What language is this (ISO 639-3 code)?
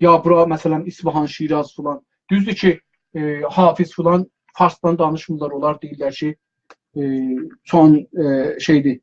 azb